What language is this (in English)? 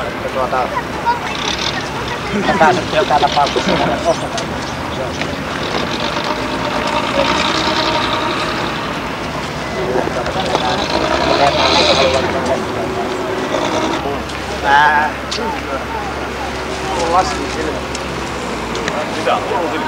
Finnish